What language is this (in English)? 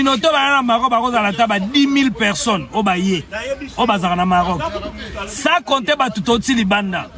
Lingala